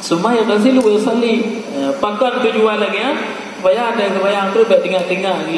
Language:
Achinese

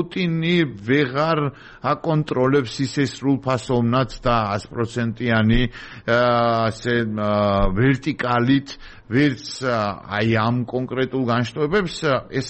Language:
Georgian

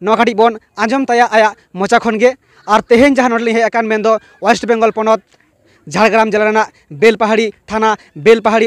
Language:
Santali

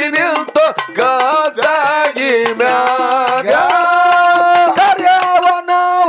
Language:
Kannada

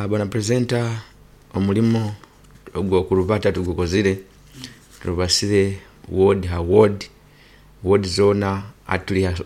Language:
Nyoro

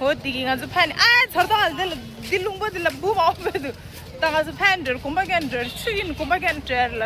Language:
Tibetan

